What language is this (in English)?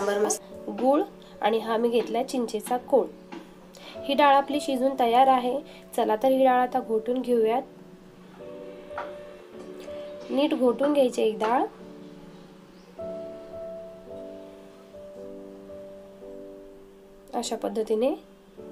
Marathi